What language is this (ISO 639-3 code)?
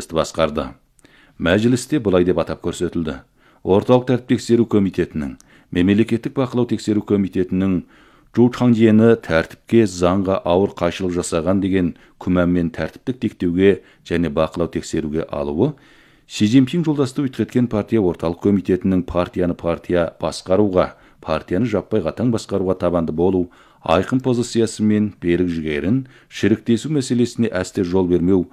kaz